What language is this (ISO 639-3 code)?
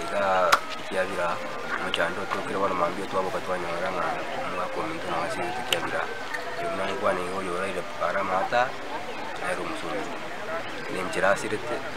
guz